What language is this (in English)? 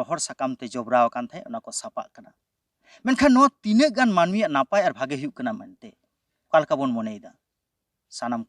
Santali